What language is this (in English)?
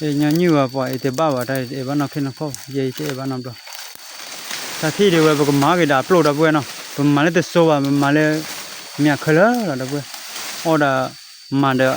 S'gaw Karen